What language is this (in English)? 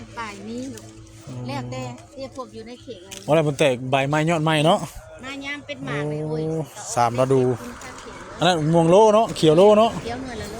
Northeastern Thai